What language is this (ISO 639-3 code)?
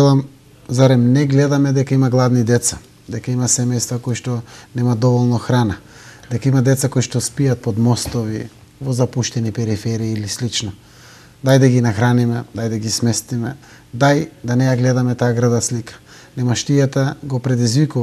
mkd